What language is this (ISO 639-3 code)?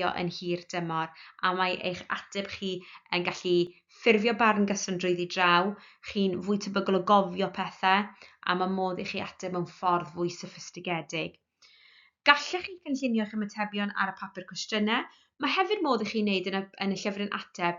cym